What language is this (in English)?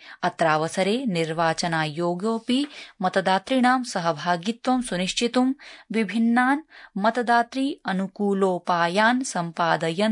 Sanskrit